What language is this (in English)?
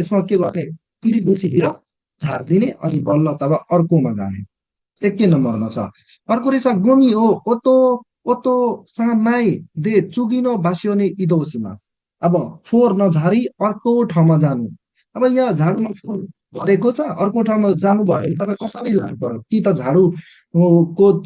Nepali